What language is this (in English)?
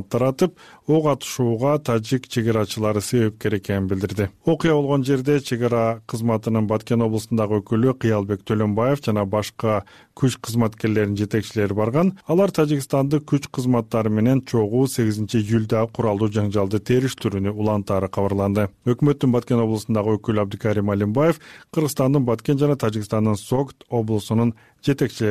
Kyrgyz